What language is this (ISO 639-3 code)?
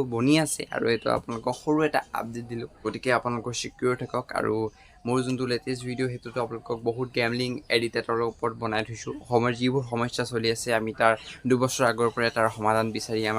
asm